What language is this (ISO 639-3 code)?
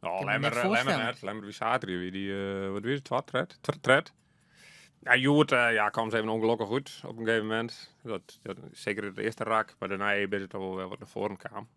fry